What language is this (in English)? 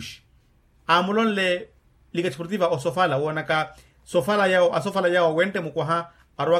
Makhuwa